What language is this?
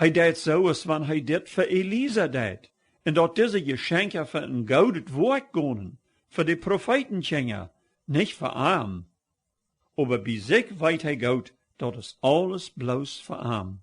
Plautdietsch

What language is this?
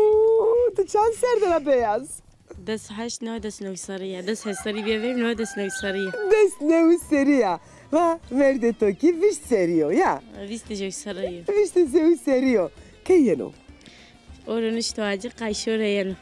Zaza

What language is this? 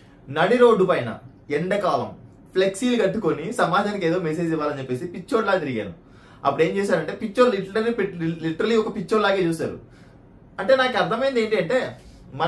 Telugu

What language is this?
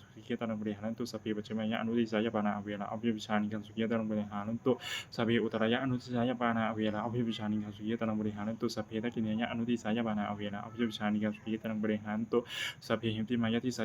Pali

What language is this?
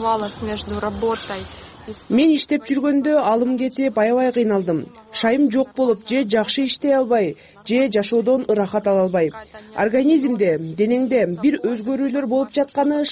Kyrgyz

